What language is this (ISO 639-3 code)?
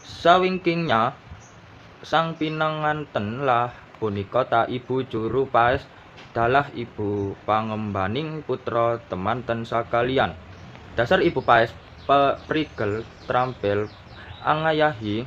jav